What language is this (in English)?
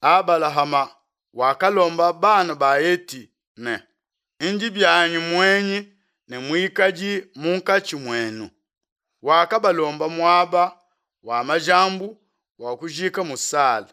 Luba-Lulua